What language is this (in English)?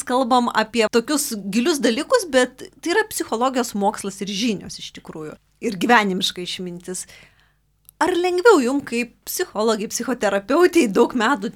Lithuanian